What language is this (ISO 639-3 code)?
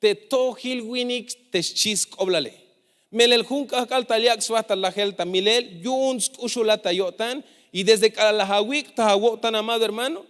tzh